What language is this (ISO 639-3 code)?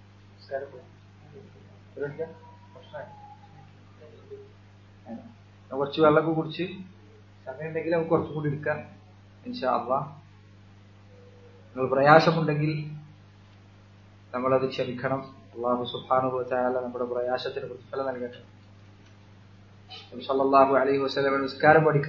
mal